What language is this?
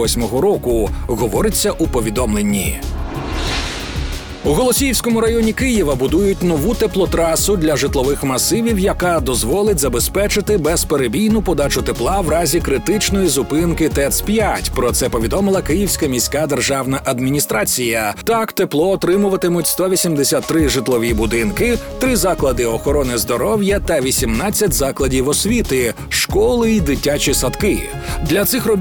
Ukrainian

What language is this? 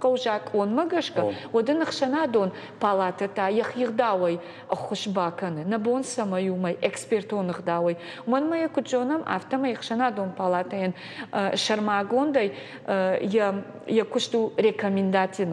Ossetic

